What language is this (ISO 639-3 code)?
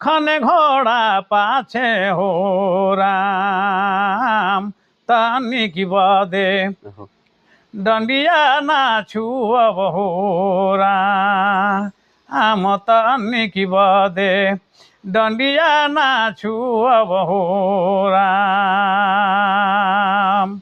sck